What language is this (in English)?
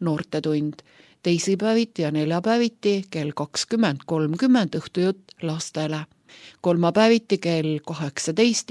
Estonian